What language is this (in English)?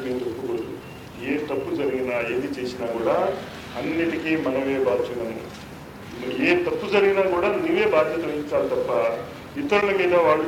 Telugu